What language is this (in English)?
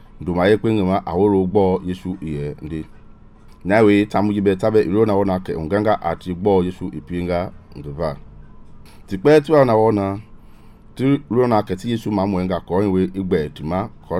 Mende